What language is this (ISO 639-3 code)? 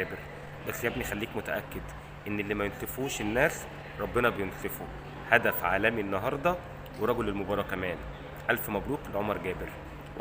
arz